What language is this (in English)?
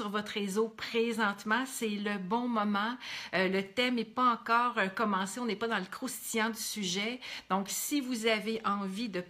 French